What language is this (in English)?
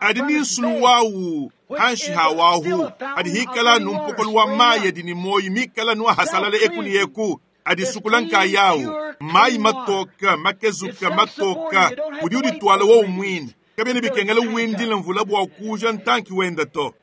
Luba-Lulua